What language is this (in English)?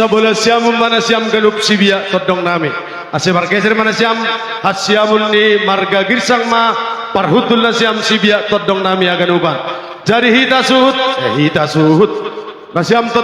Batak Simalungun